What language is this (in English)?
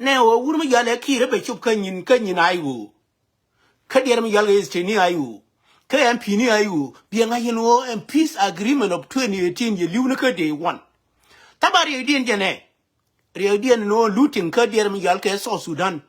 Nuer